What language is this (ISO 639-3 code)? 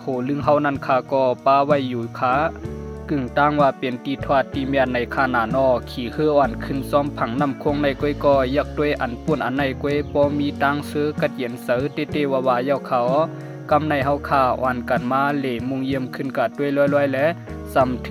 shn